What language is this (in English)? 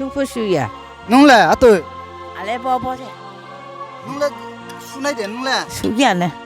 Riang (India)